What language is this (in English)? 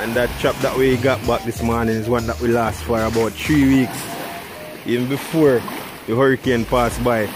Jamaican Creole English